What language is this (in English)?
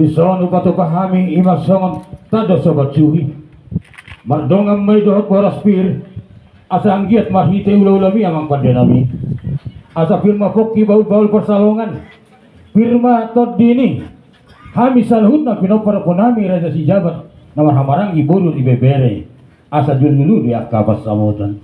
Batak Toba